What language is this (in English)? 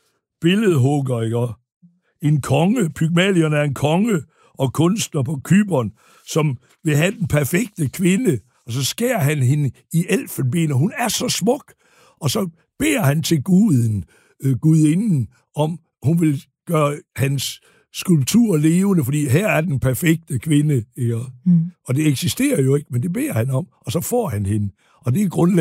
Danish